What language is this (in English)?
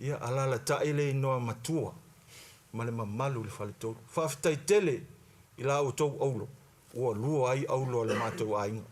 Samoan